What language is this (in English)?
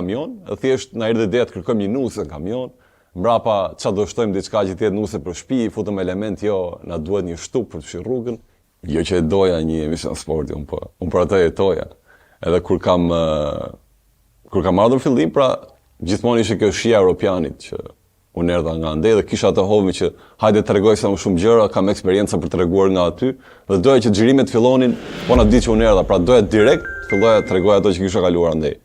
Albanian